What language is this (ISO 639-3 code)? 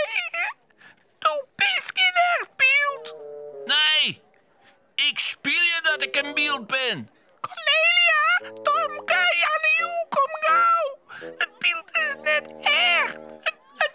fry